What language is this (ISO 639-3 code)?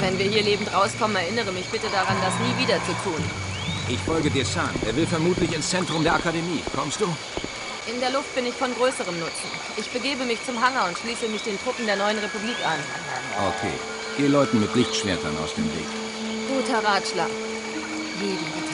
bar